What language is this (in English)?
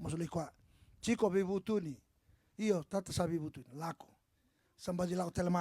Fijian